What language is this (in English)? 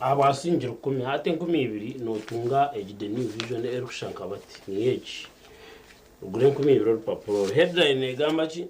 Nyankole